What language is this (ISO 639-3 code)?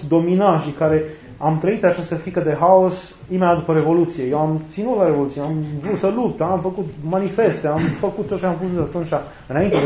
ron